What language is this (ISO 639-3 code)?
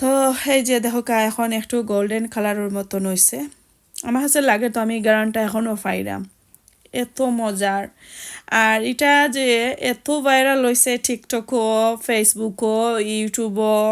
syl